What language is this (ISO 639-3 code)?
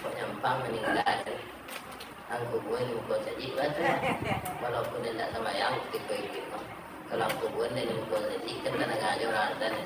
min